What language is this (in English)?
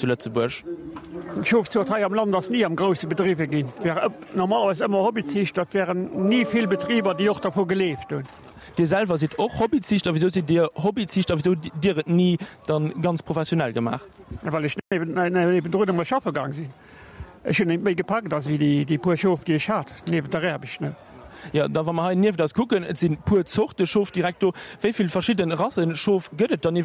Luxembourgish